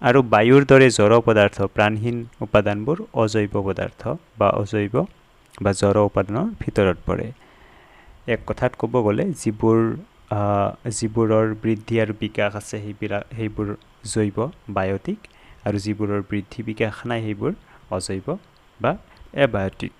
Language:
Assamese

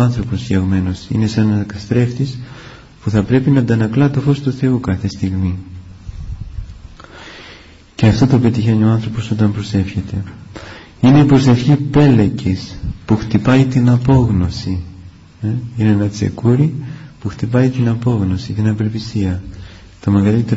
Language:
Greek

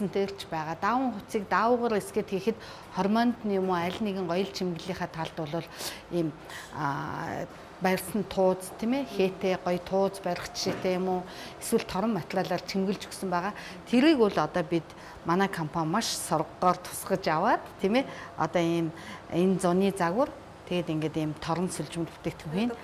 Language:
Mongolian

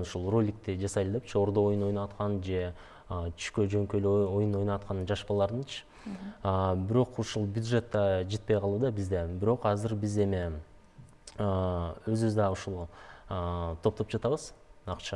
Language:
Kyrgyz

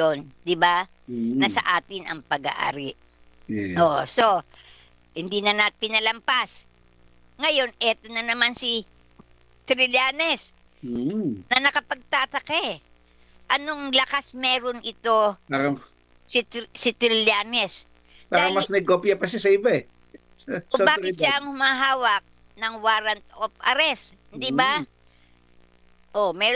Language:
Filipino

